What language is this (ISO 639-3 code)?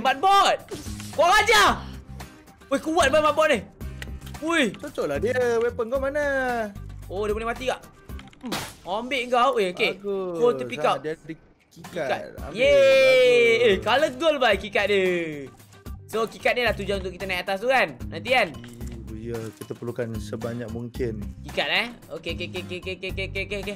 msa